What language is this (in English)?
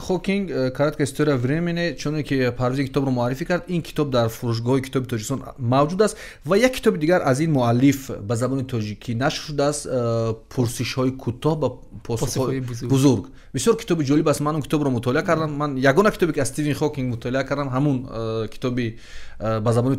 Tajik